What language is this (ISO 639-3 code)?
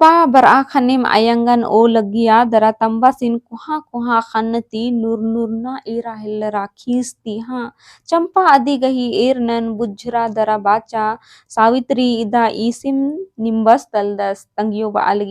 kru